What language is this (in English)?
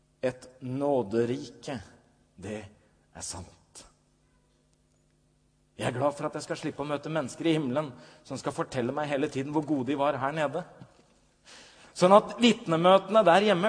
Norwegian